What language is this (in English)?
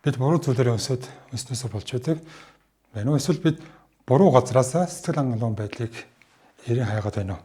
Mongolian